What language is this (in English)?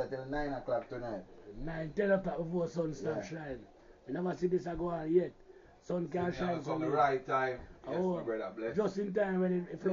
Jamaican Creole English